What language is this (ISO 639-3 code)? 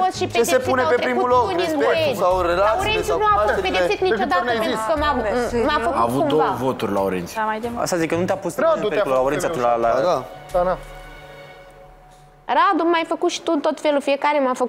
ron